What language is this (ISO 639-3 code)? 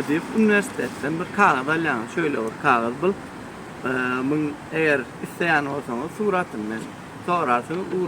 tuk